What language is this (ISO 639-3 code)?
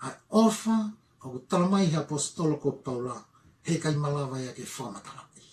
ton